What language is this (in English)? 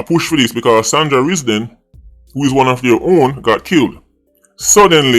Jamaican Creole English